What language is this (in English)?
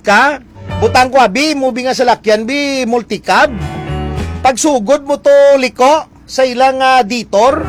Hiligaynon